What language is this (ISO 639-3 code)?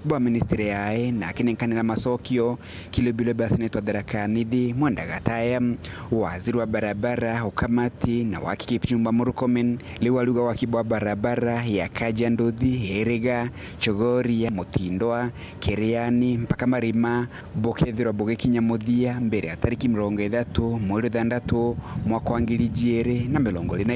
mer